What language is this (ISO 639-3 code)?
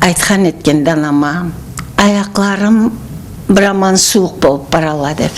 krc